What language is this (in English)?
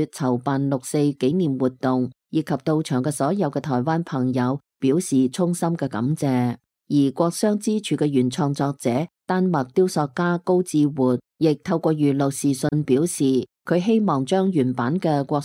Cantonese